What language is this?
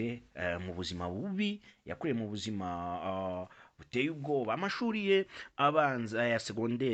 Kinyarwanda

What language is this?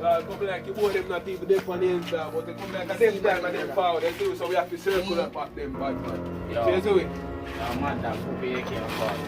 Jamaican Creole English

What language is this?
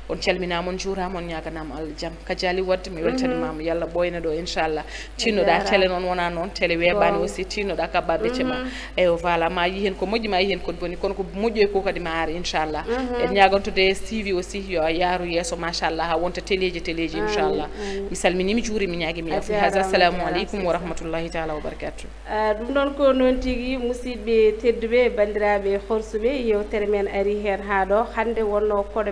Fula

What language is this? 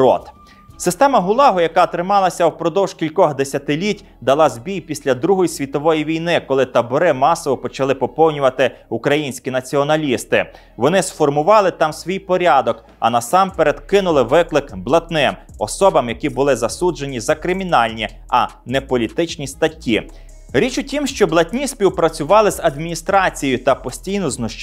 Ukrainian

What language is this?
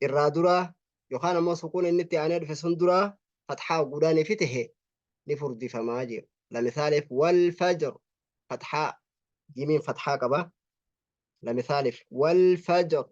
Oromo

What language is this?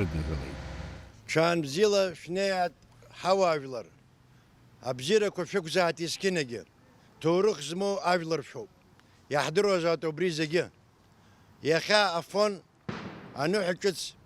Abkhazian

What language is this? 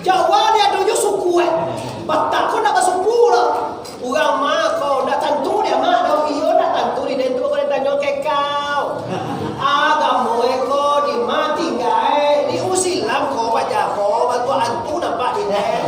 Minangkabau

